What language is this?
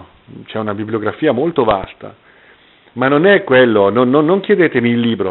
Italian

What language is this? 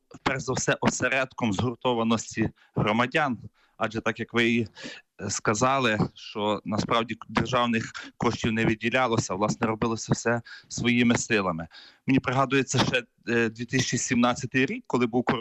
Ukrainian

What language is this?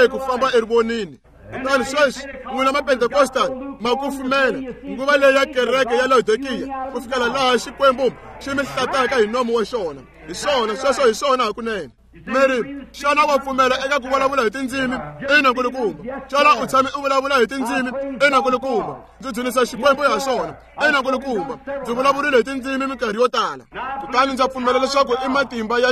Tsonga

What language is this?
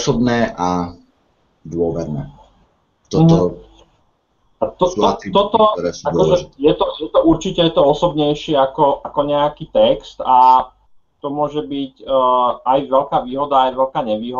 Slovak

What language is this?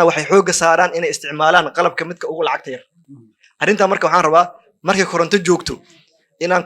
Somali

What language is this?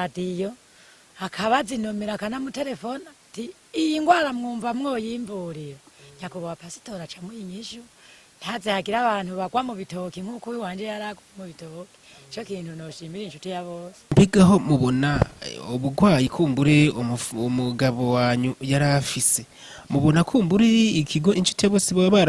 Rundi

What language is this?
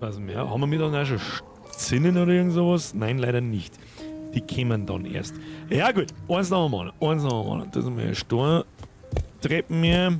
Bavarian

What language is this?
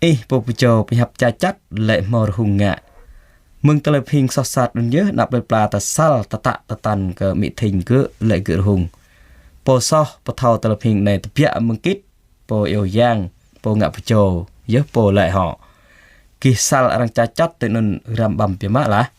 Jarai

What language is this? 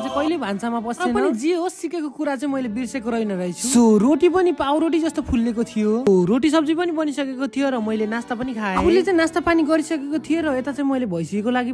Nepali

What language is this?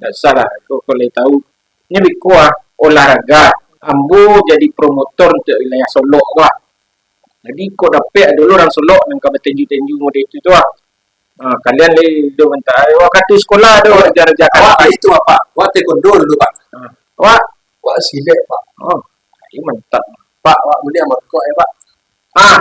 Minangkabau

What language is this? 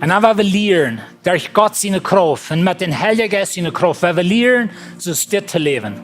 Plautdietsch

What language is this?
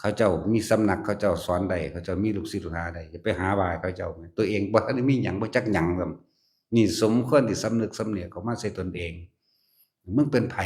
Lao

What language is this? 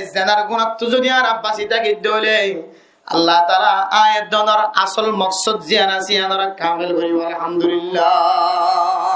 Rohingya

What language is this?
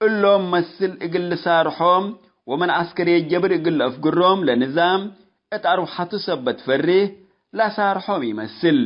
Tigre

